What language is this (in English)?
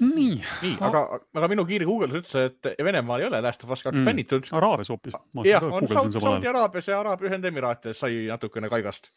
Estonian